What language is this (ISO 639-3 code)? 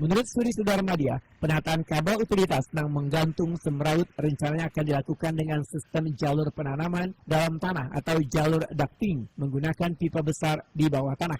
bjn